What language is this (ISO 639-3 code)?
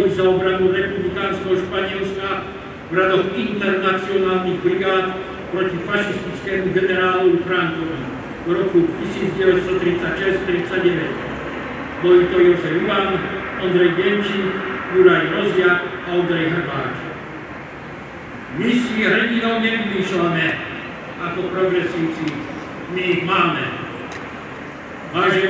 slk